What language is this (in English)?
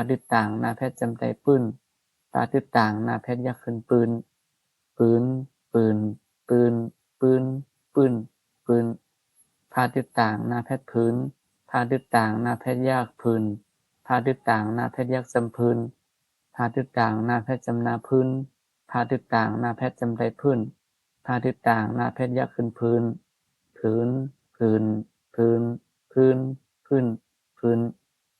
Shan